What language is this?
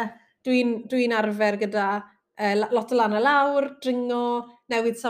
Welsh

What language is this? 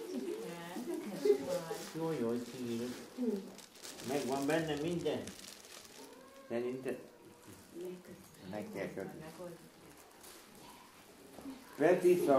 Hungarian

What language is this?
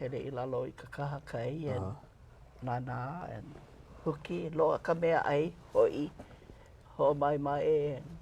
Hawaiian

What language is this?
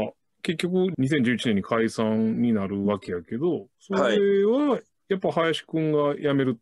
Japanese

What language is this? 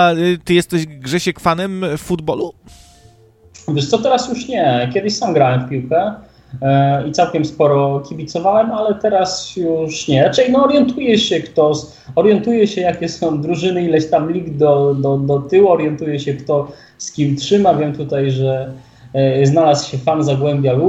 Polish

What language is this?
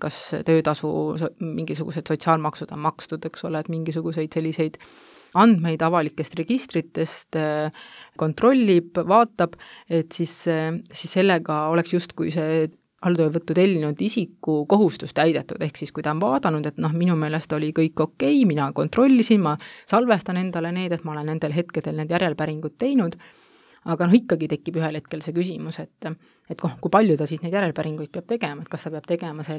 Estonian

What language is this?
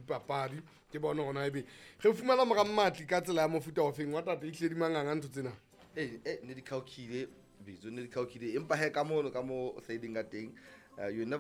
Southern Sotho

